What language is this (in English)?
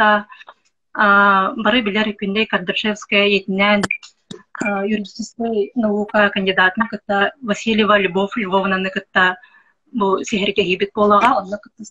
Yakut